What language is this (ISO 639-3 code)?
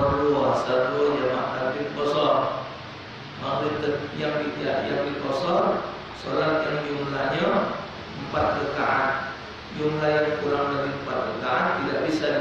mui